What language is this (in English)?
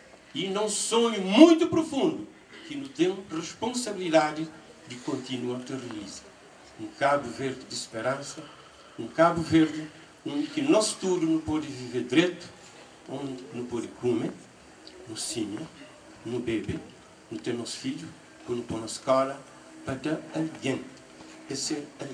Kabuverdianu